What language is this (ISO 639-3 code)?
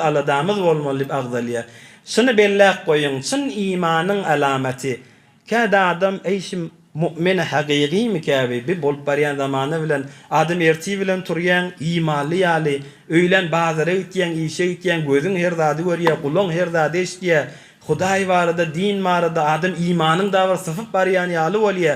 tuk